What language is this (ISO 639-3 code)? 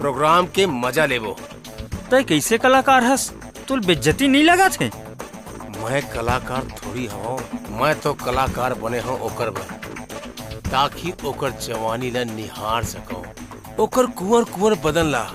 hne